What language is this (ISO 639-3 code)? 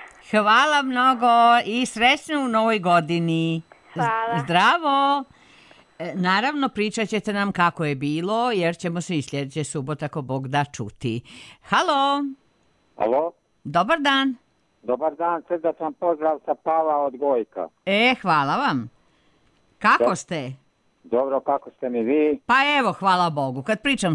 srp